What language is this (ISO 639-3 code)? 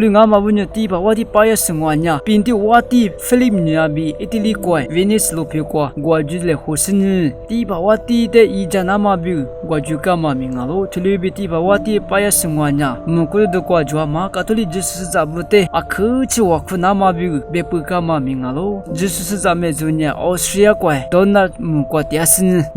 lis